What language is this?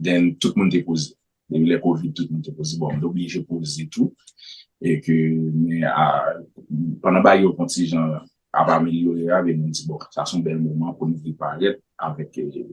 Haitian Creole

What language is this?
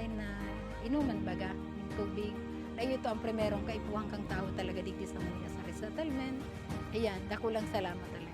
Bikol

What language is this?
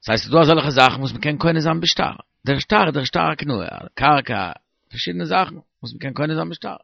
Yiddish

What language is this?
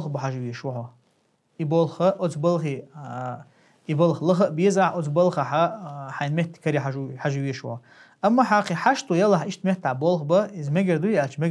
Chechen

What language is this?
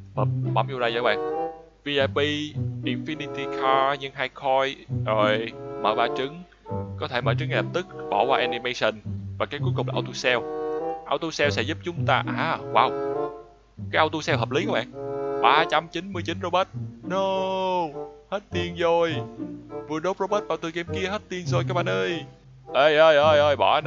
Vietnamese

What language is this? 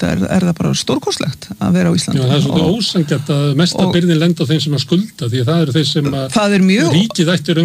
Icelandic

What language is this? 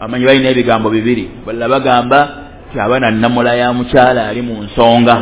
Ganda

